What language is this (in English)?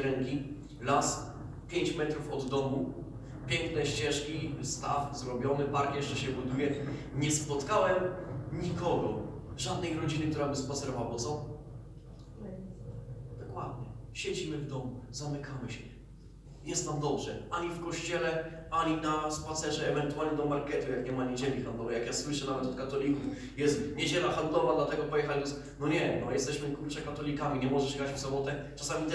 Polish